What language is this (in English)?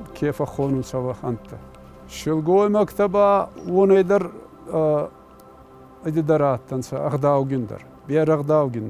Ossetic